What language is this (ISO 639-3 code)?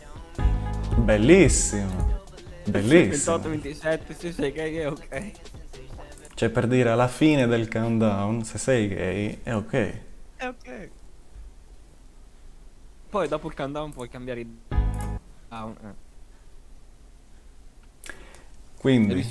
ita